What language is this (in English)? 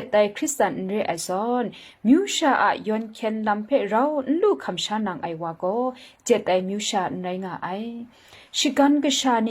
Kachin